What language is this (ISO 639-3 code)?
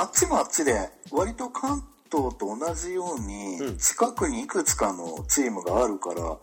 jpn